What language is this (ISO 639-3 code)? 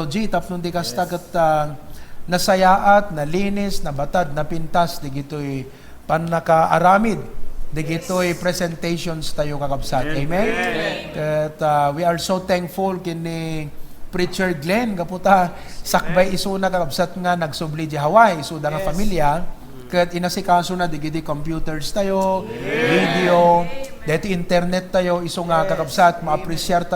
ilo